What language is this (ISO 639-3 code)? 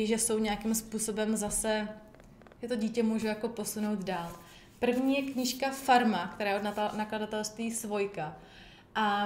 ces